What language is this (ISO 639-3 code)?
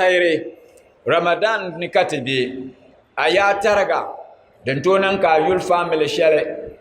dag